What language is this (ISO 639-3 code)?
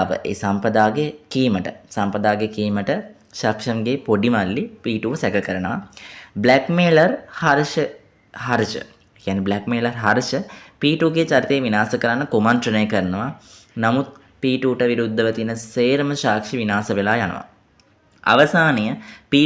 sin